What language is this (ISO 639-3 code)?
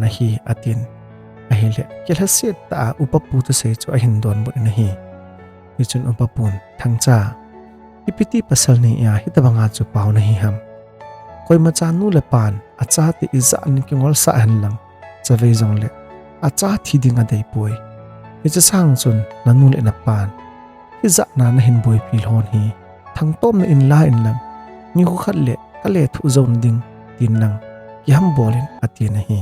tcz